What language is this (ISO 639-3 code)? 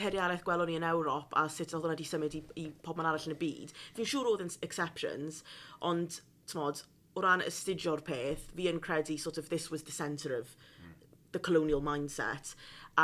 cym